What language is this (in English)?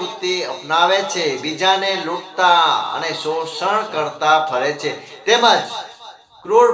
Gujarati